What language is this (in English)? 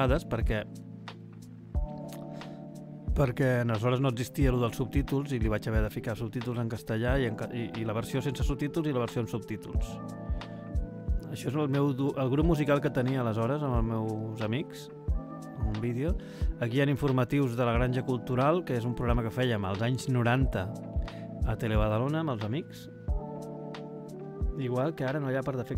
Catalan